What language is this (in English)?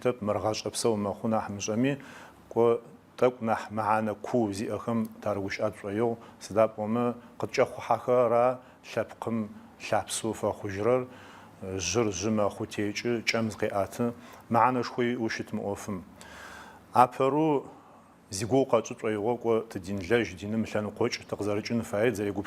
Adyghe